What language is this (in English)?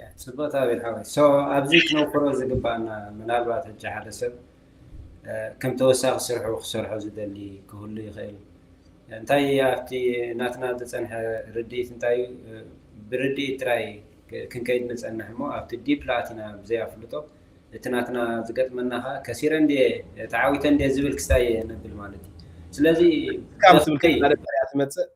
Tigrinya